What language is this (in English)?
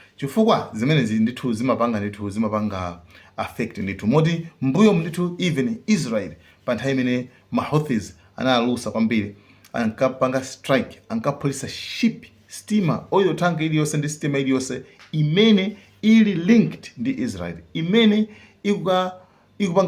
Nyanja